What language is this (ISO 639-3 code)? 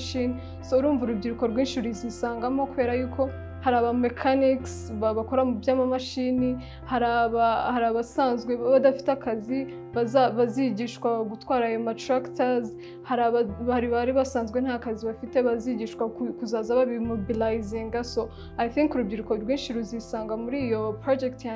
kin